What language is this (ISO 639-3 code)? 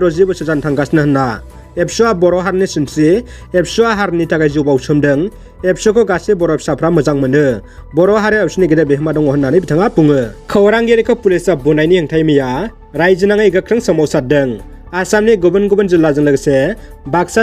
brx